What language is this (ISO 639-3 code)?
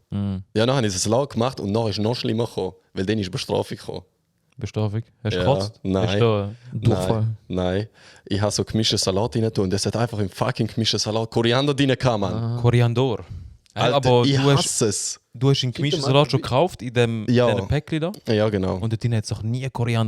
gsw